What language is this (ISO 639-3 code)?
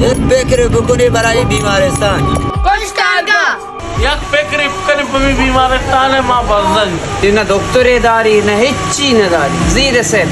bal